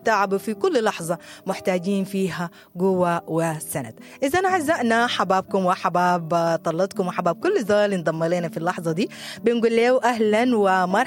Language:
Sudanese Arabic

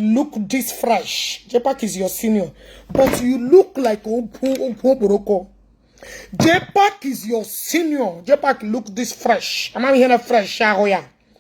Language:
Igbo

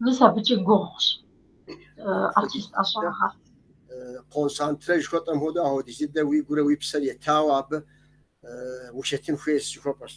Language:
Kabardian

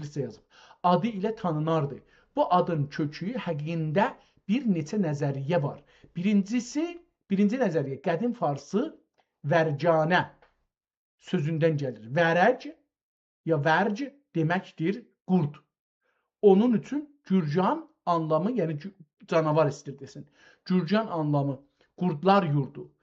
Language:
South Azerbaijani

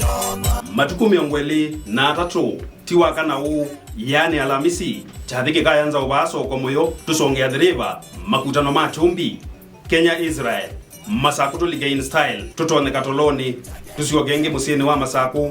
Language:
Kamba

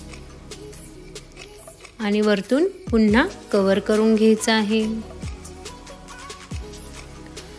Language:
Marathi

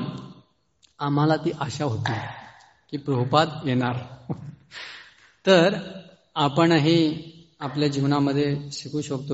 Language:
Marathi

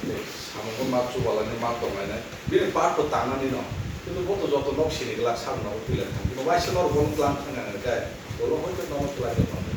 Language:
Kok Borok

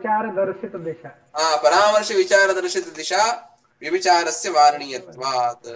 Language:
Sanskrit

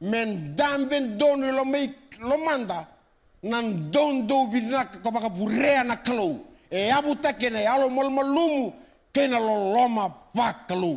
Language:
Fijian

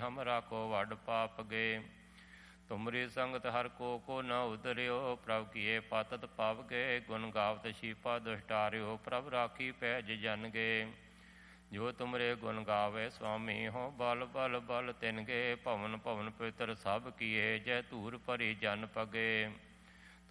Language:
Punjabi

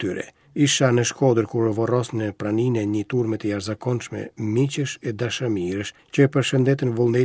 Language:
Albanian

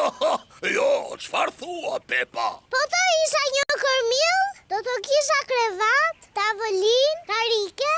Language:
Albanian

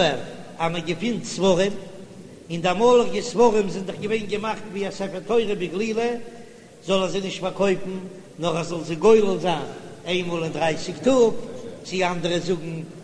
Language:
Yiddish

